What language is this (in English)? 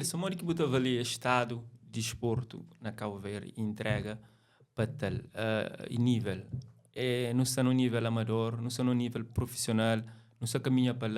Kabuverdianu